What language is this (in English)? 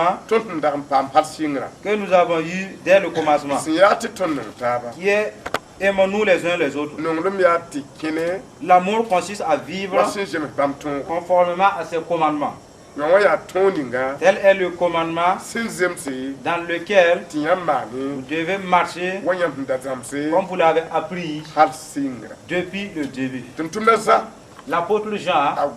Mossi